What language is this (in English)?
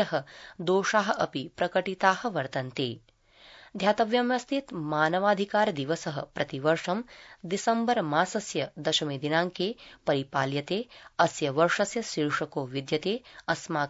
Sanskrit